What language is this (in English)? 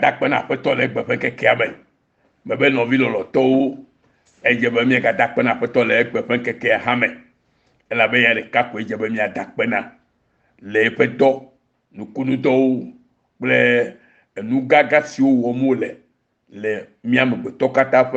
Ewe